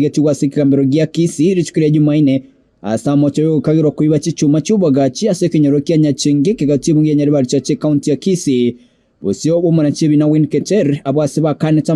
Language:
Gusii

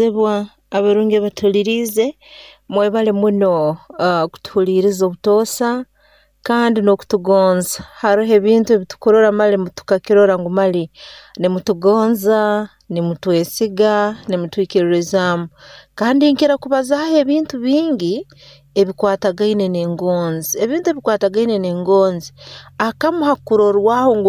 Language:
Nyoro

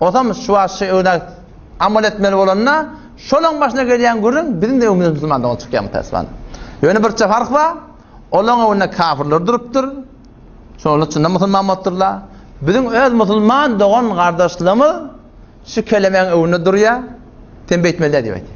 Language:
Turkmen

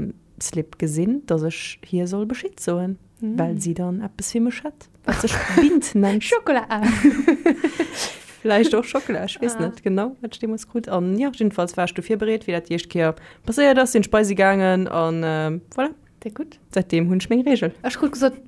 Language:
Luxembourgish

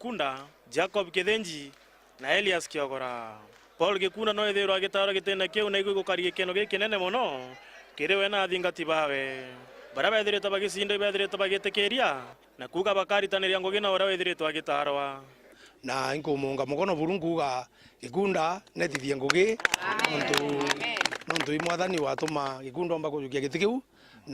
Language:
Meru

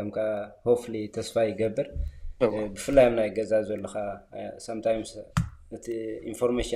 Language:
Tigrinya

